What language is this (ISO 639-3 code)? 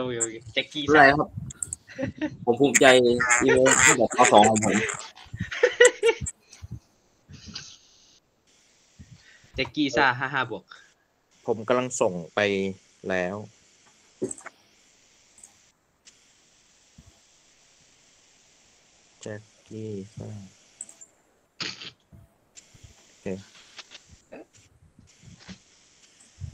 tha